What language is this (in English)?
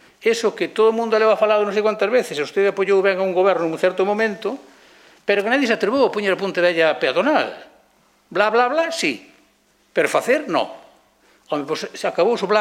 Galician